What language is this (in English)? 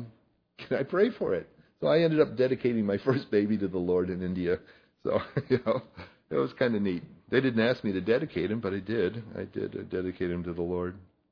English